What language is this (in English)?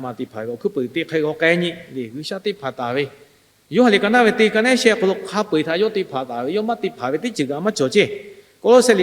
Lahu